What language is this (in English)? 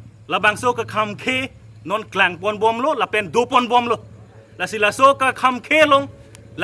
Karbi